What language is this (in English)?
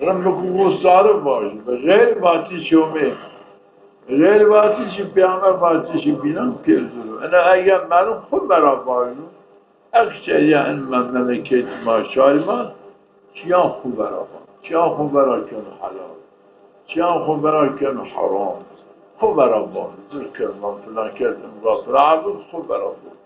Zaza